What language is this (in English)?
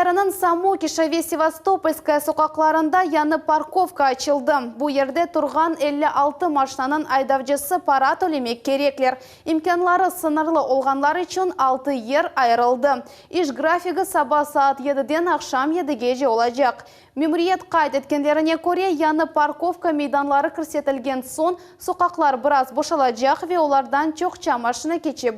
Crimean Tatar